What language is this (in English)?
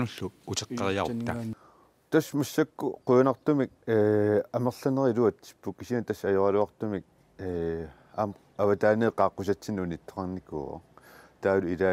Kalaallisut